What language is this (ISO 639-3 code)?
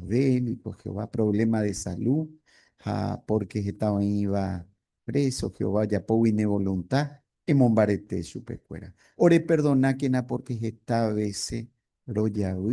grn